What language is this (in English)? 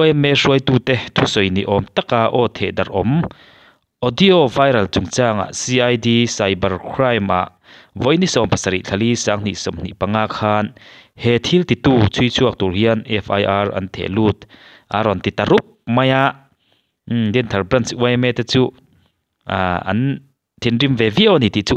Mizo